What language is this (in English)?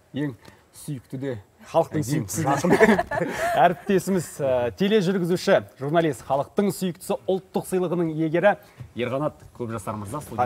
Kazakh